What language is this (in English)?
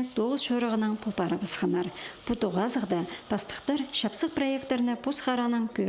Khakas